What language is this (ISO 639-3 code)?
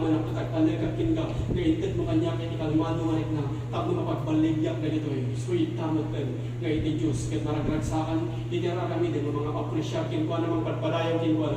ilo